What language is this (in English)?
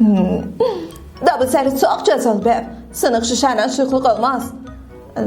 South Azerbaijani